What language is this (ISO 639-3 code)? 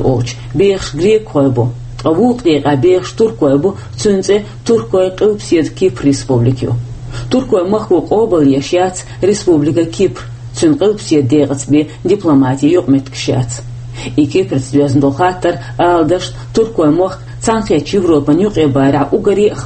che